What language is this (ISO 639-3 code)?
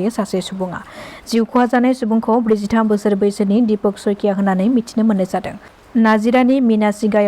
brx